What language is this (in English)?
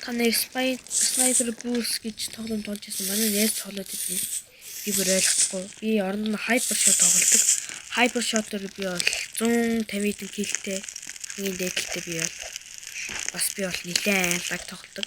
Mongolian